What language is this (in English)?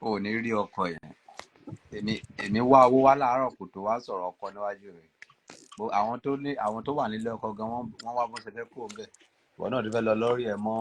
Yoruba